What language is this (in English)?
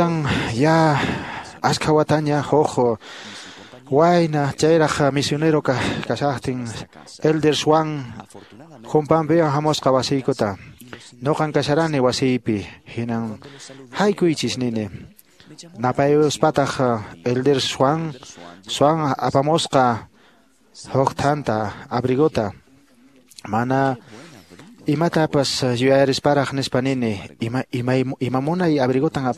Quechua